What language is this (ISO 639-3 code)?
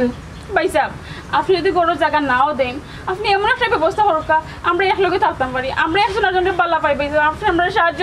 syl